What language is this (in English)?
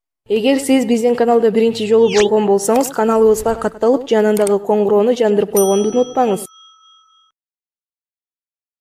Kyrgyz